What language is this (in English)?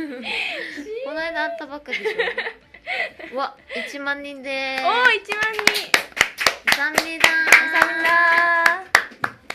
Japanese